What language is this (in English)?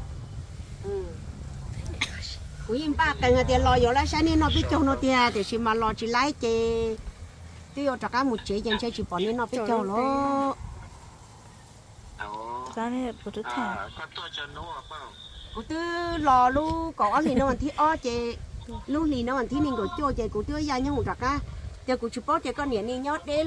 Vietnamese